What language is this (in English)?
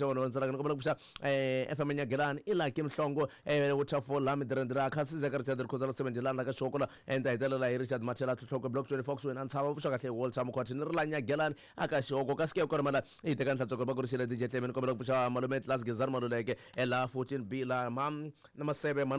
Tsonga